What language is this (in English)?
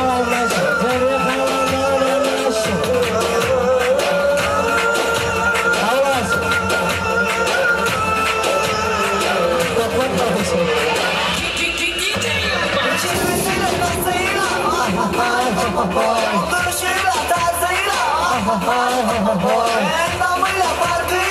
Turkish